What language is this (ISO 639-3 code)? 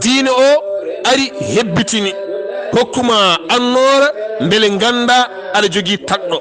ful